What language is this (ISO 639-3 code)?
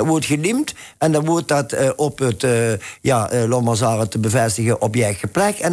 lim